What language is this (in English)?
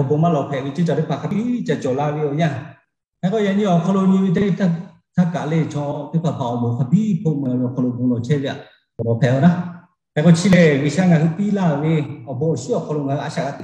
Lahu